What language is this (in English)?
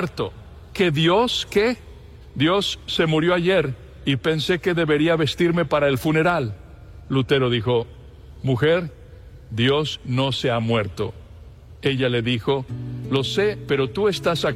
Spanish